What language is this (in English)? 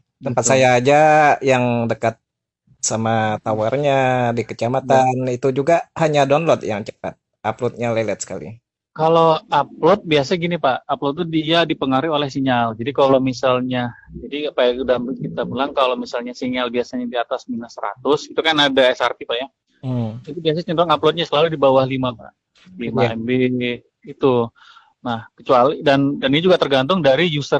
Indonesian